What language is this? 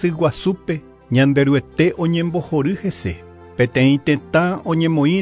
Guarani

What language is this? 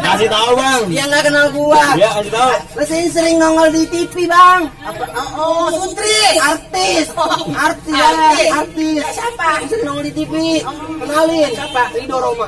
Betawi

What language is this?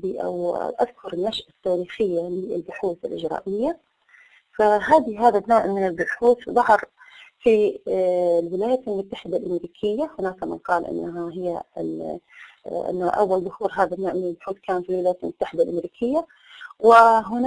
Arabic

